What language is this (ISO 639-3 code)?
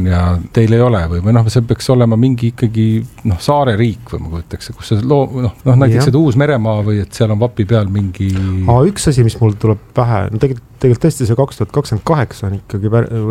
est